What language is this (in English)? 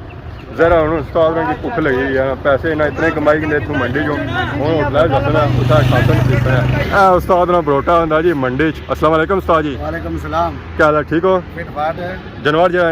Pahari-Potwari